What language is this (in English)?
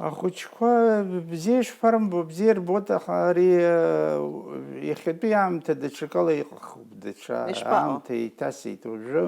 Abkhazian